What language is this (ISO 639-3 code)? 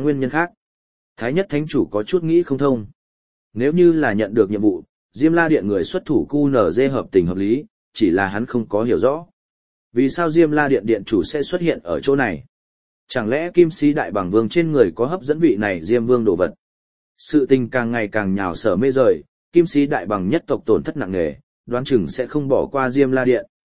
vie